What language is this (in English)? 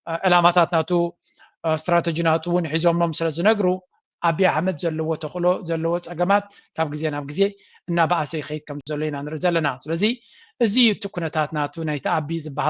Tigrinya